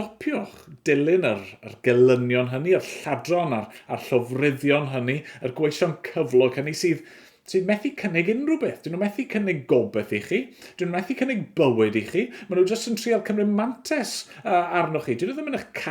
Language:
Welsh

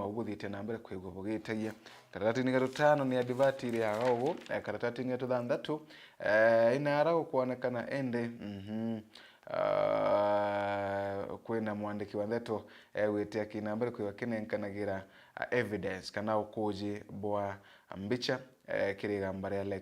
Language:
Meru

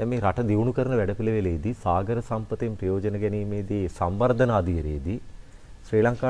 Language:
Sinhala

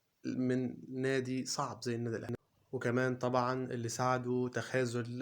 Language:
Egyptian Arabic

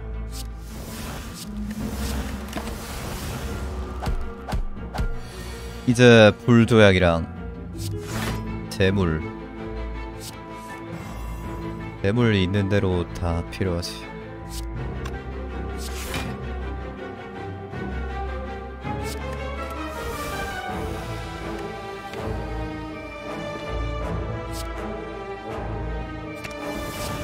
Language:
Korean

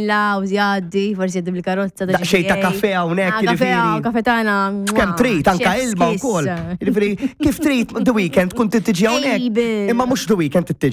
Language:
Maltese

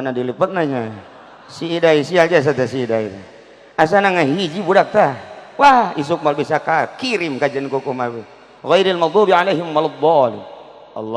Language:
Sundanese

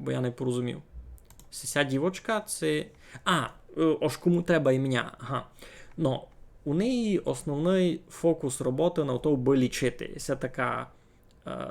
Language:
Rusyn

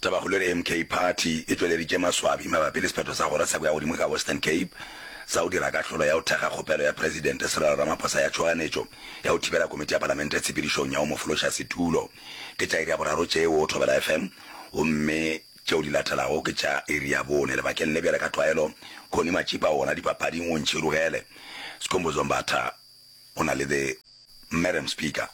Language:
Northern Sotho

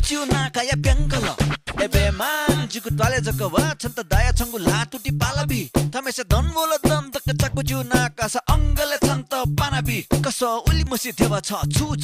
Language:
Newari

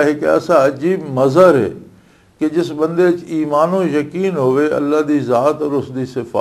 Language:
Western Panjabi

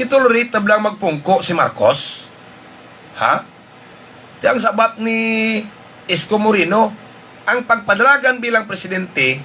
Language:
Hiligaynon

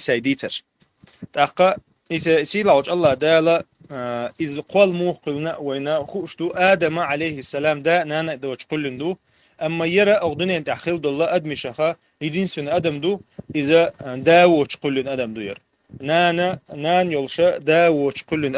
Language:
Chechen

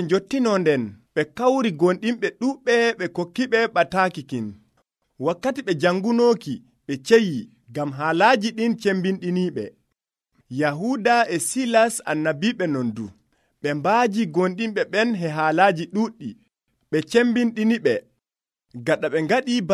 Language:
Nigerian Fulfulde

